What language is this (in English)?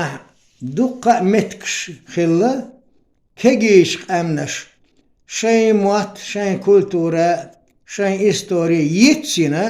Chechen